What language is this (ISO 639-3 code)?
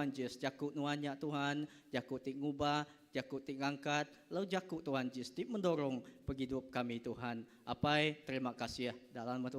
iba